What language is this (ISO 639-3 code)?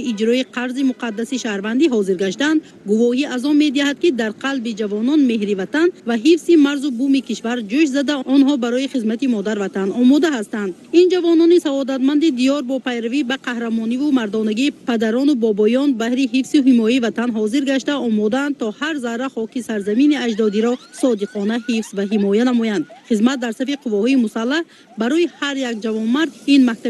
tgk